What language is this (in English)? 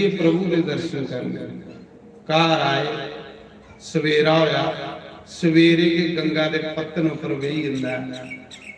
Dogri